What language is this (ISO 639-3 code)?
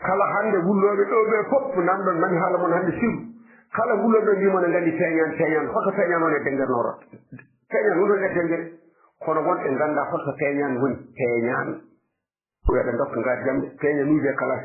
ful